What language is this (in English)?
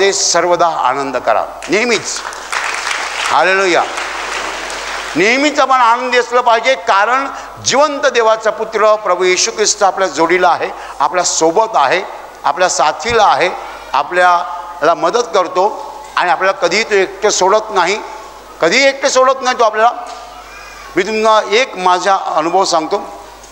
Marathi